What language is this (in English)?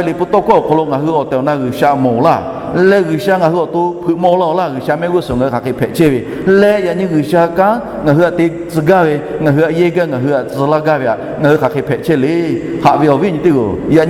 Lahu